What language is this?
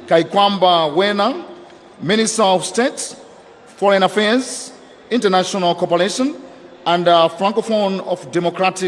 Nyanja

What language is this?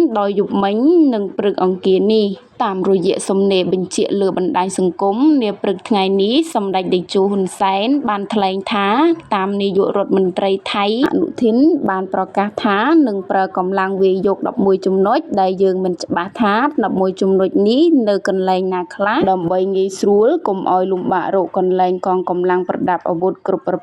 Khmer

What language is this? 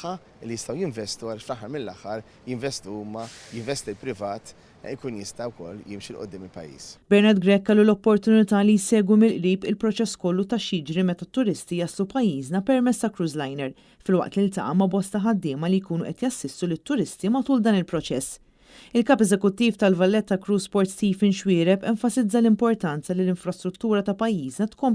Maltese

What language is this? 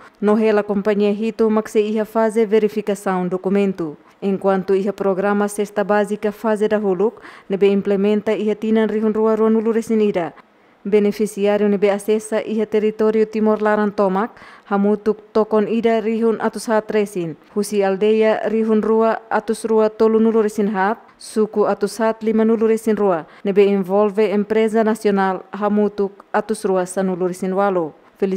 Tetum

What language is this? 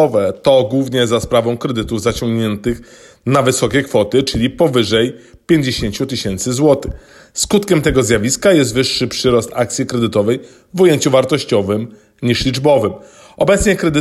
Polish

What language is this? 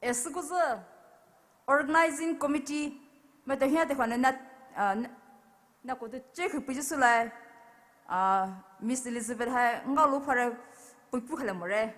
Poumei Naga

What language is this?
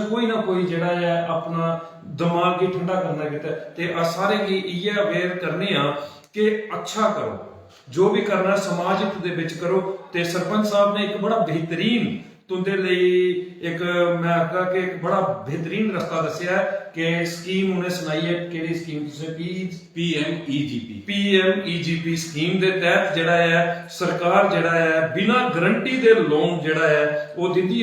Dogri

